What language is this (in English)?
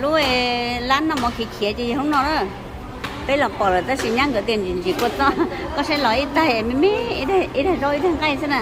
Hmong